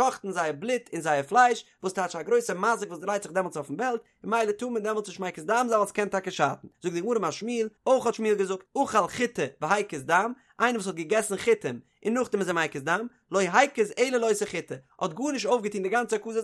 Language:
Yiddish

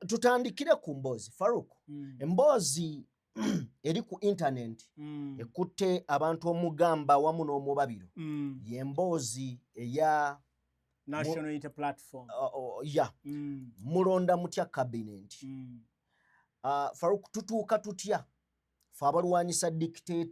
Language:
Ganda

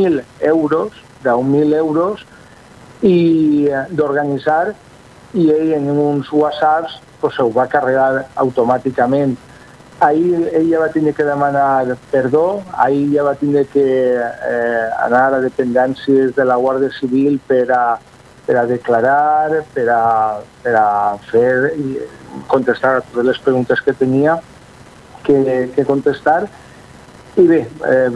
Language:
Catalan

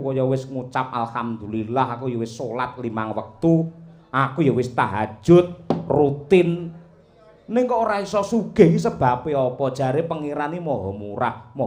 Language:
Javanese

